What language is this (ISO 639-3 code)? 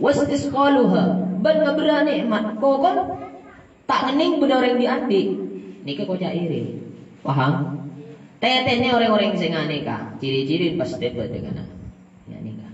mad